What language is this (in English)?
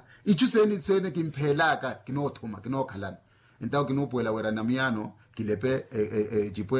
Makhuwa